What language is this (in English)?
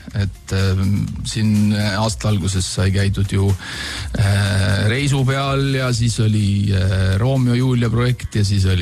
Estonian